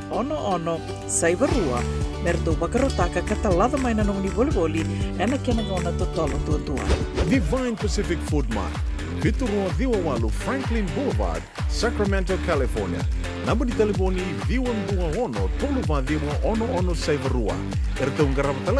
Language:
Fijian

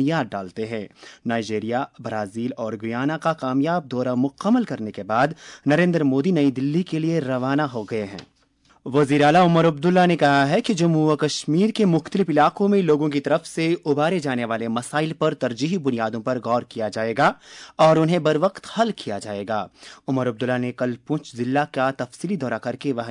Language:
Urdu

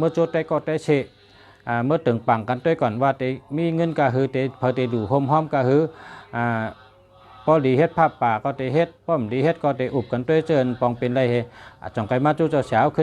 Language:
Shan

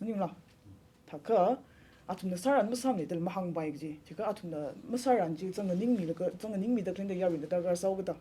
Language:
Tangkhul Naga (India)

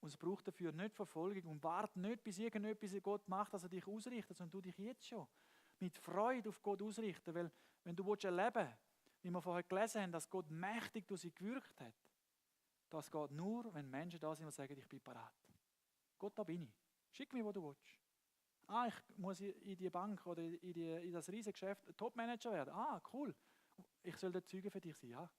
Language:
Swiss German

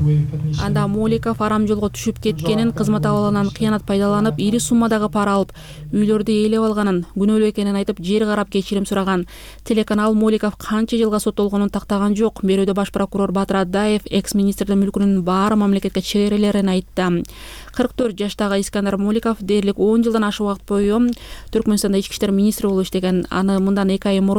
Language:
Kyrgyz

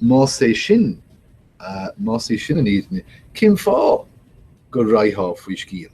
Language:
Irish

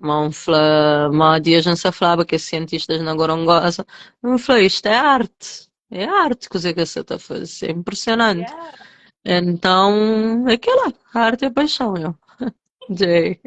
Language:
Kabuverdianu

